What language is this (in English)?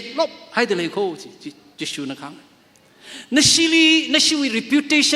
Tangkhul Naga (India)